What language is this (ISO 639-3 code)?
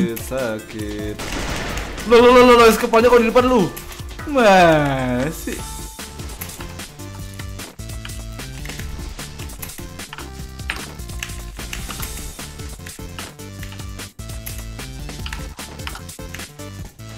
ind